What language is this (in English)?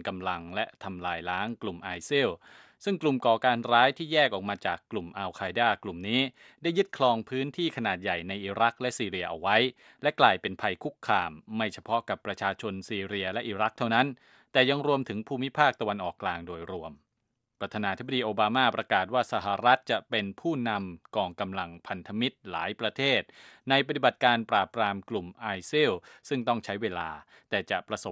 Thai